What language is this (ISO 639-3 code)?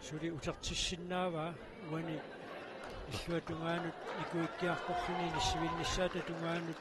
kal